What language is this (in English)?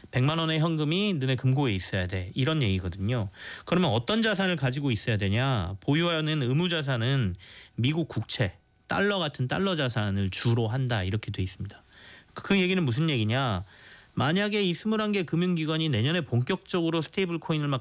Korean